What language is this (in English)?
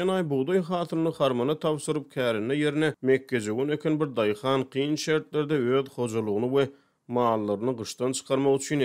Turkmen